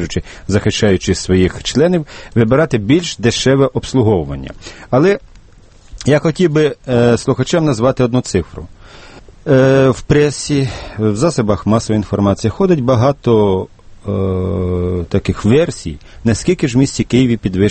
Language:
Ukrainian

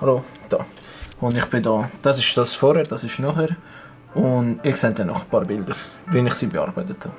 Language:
Swiss German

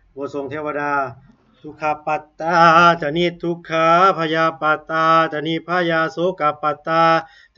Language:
Pali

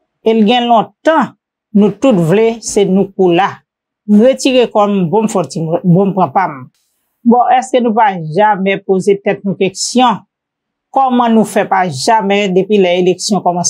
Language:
Haitian Creole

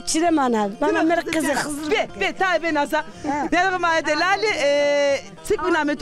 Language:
Zaza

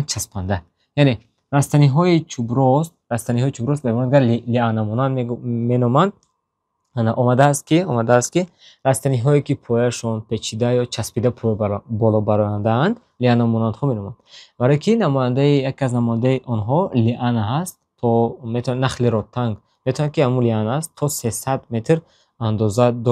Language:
Tajik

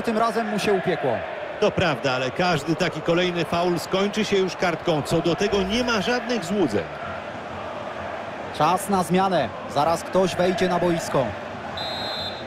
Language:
Polish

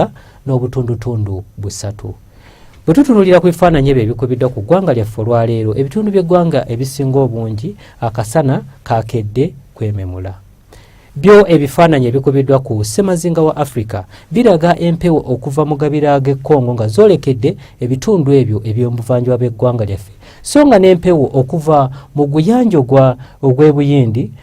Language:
Ganda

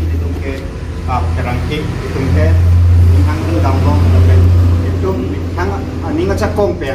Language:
Karbi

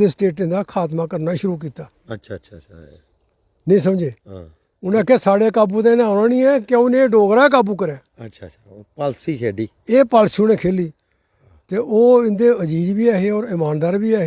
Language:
Dogri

